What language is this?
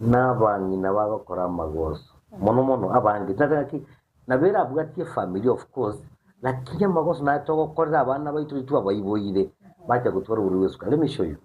Gusii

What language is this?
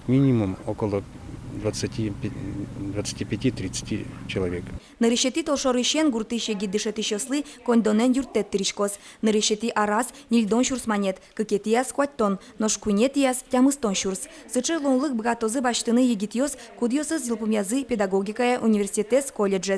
Udmurt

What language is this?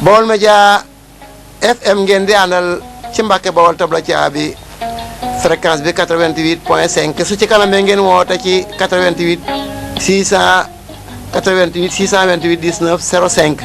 Wolof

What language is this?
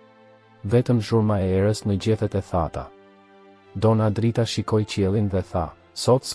Albanian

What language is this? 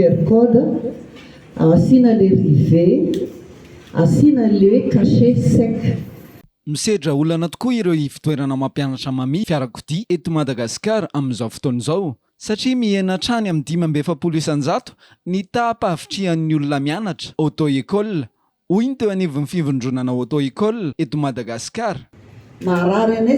Malagasy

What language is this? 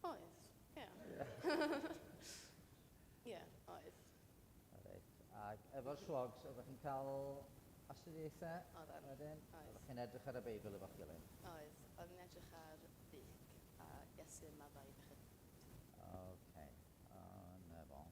Welsh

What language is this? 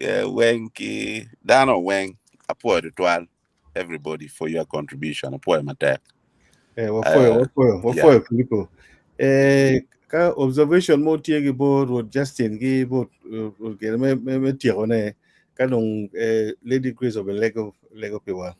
Acoli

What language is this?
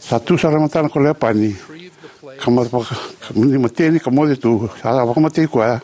Fijian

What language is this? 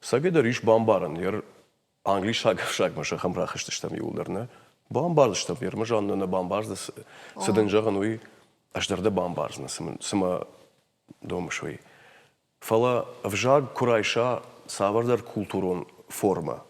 Ossetic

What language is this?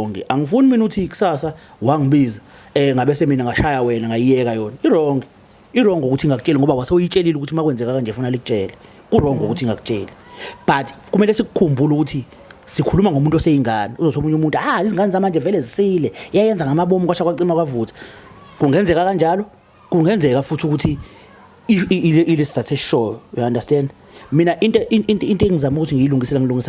Zulu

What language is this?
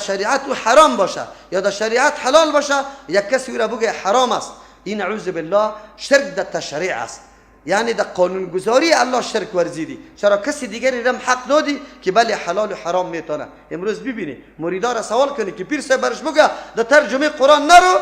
Persian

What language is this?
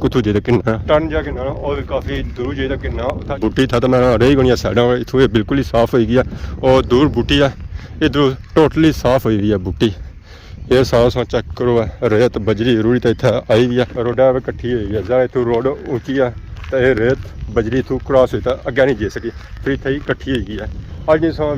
Pahari-Potwari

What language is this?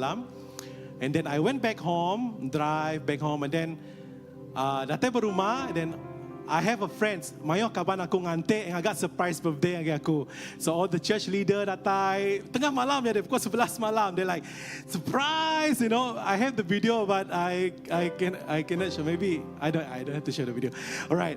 Iban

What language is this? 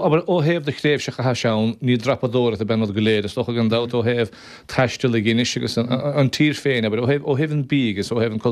Irish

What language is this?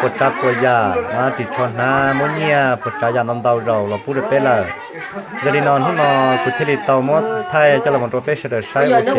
Hmong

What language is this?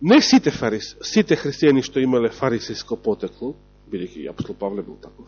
Macedonian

